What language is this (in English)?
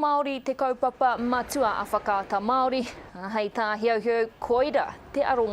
Māori